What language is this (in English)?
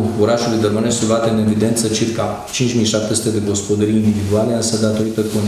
Romanian